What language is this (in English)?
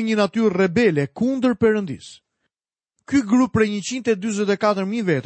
Albanian